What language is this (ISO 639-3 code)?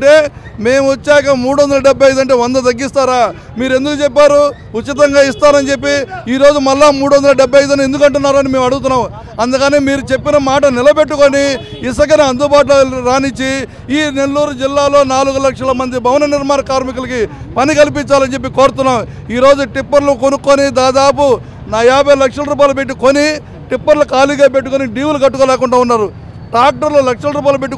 tel